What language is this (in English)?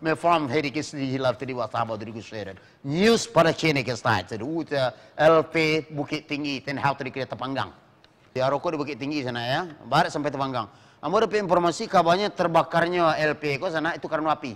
Minangkabau